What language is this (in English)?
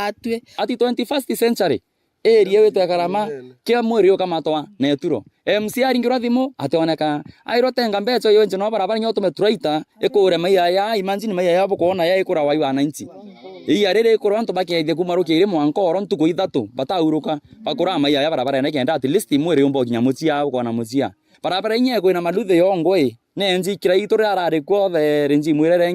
Meru